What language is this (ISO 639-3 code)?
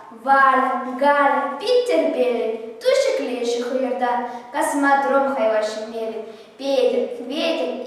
chv